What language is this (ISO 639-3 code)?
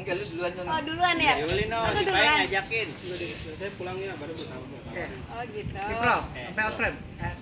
bew